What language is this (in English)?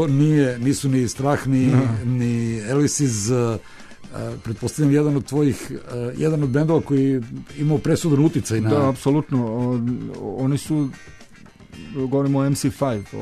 Serbian